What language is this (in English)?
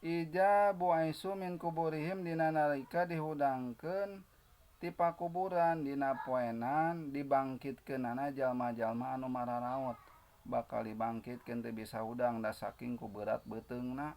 Sundanese